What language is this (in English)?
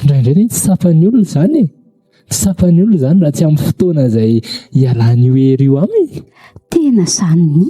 Malagasy